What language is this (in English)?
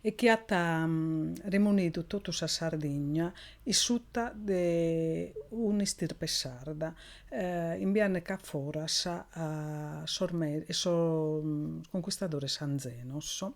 Sardinian